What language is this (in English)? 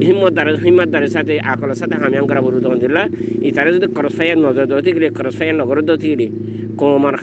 Rohingya